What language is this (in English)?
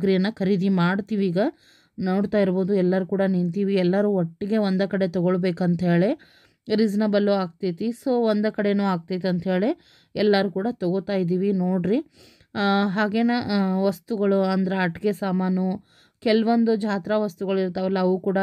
Kannada